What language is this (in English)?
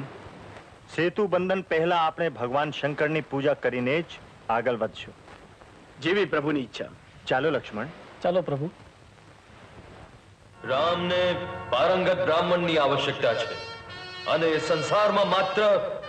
Gujarati